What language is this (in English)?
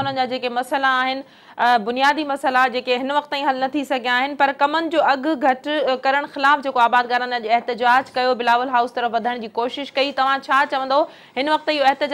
Sindhi